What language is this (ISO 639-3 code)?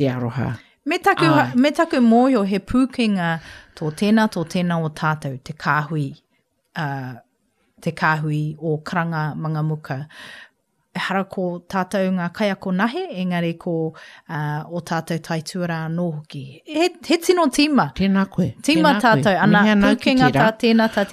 mri